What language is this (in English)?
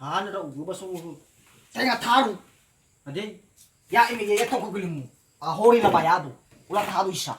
Nias